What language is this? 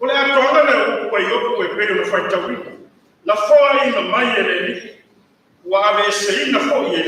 Samoan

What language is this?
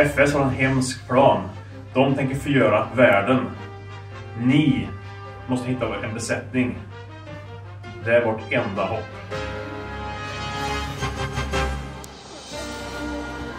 Swedish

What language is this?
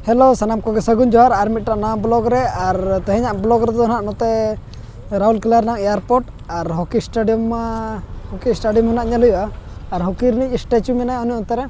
Santali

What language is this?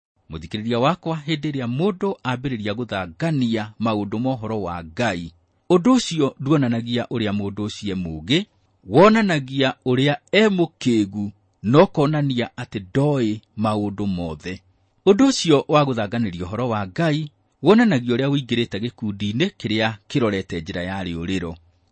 Kikuyu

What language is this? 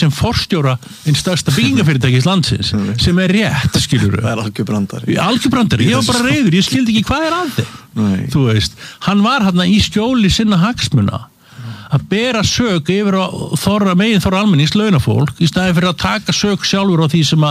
Icelandic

